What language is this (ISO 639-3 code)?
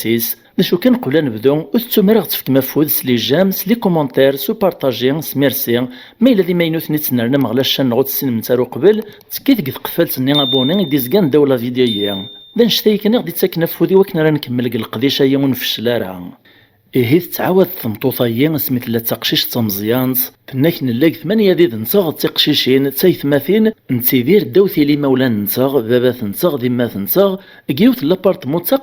kab